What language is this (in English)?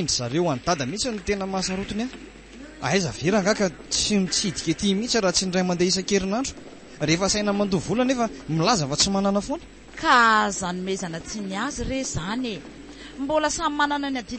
Malagasy